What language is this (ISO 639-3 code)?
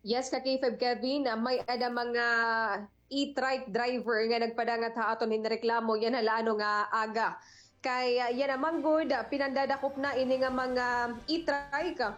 war